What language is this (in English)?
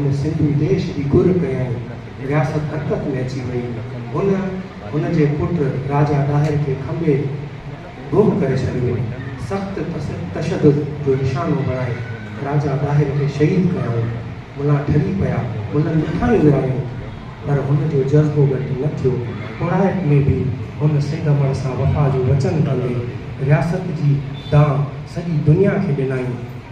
Sindhi